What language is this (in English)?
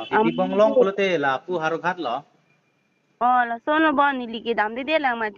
Karbi